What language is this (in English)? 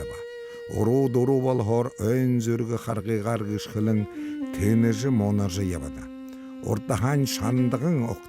Buriat